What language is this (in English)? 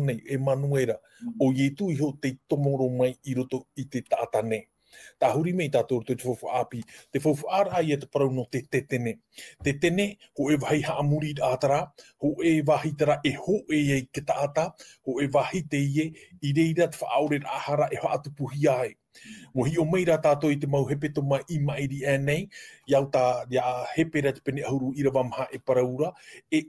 Tahitian